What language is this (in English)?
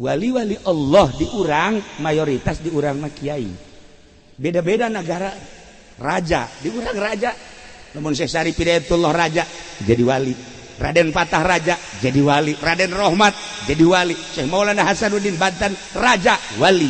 Sundanese